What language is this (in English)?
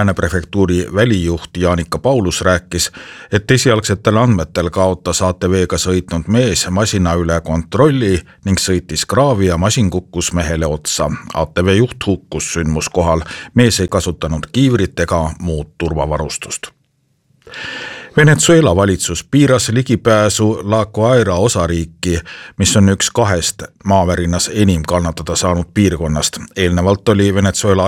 Estonian